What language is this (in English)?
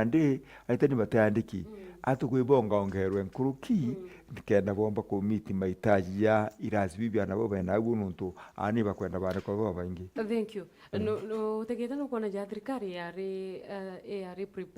Meru